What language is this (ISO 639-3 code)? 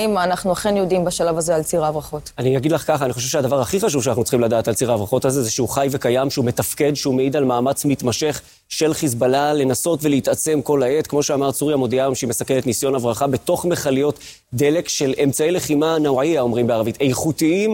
heb